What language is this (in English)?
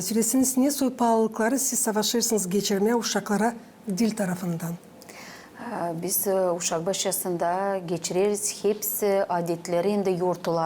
Gagauz